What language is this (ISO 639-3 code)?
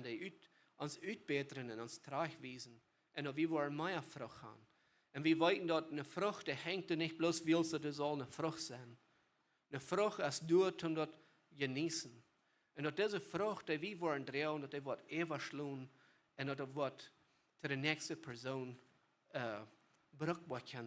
pdt